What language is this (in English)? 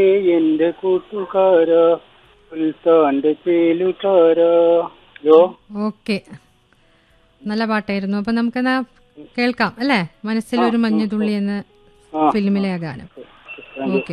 Malayalam